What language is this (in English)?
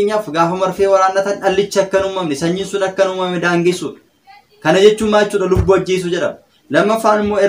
Oromo